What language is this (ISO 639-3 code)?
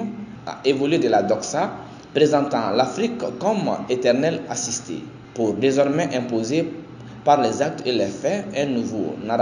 fra